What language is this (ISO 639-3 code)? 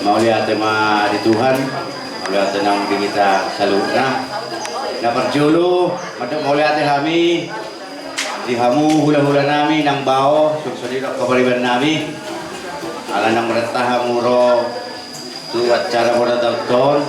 bbc